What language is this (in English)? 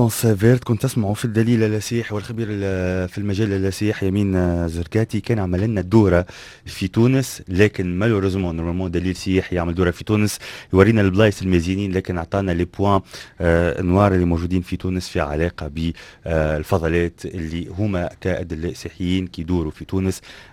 Tunisian Arabic